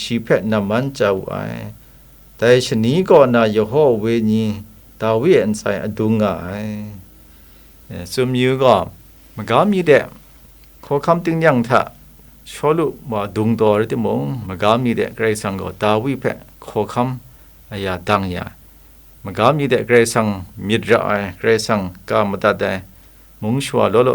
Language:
Kachin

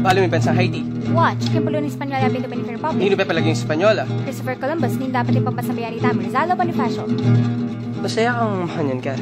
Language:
Pampanga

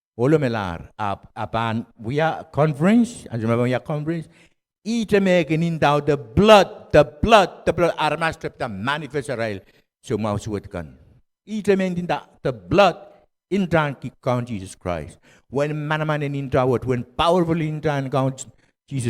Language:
Pohnpeian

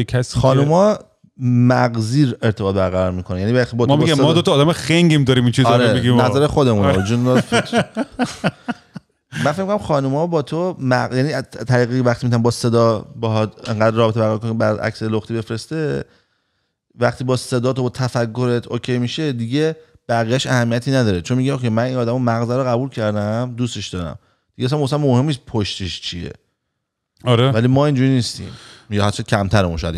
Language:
Persian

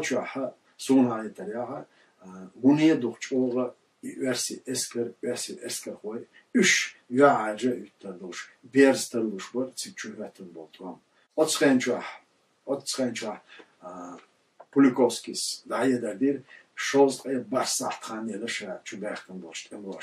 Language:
Chechen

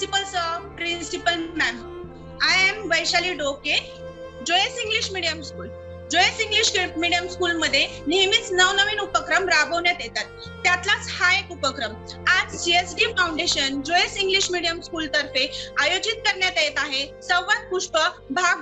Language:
Marathi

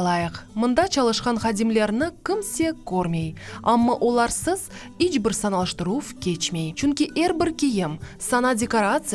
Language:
Crimean Tatar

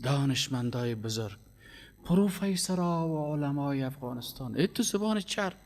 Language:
Persian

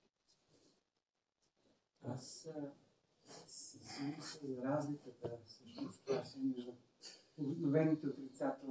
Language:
Bulgarian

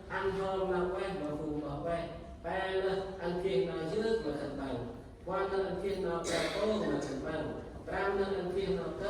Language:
Central Mnong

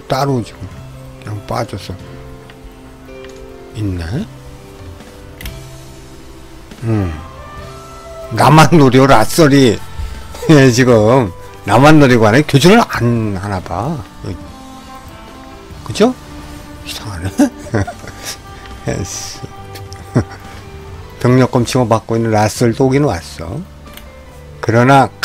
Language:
Korean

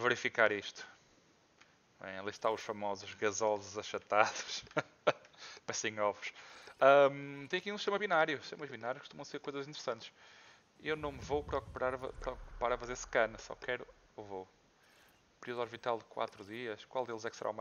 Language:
Portuguese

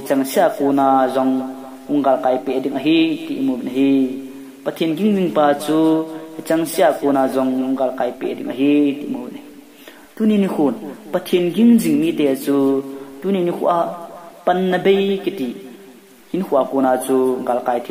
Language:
Thado Chin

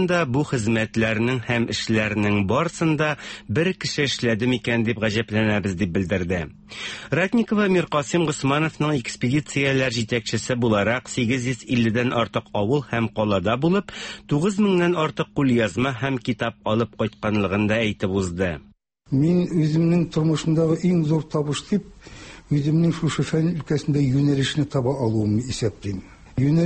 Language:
Tatar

